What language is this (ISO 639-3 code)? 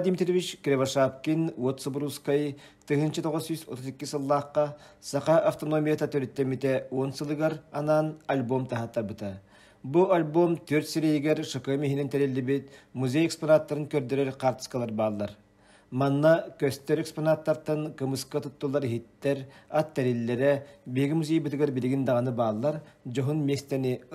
sah